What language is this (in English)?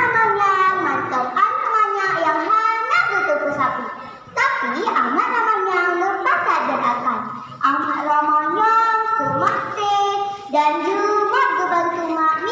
Achinese